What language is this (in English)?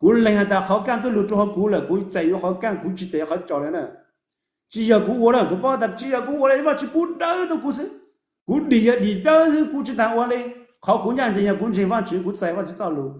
Hmong